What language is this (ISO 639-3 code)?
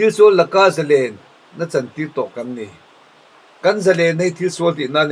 lus